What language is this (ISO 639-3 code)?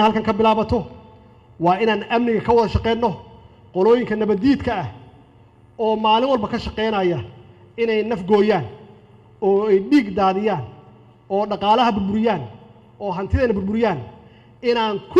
som